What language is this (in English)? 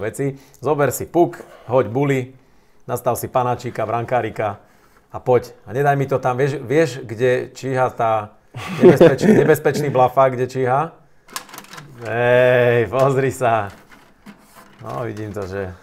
Slovak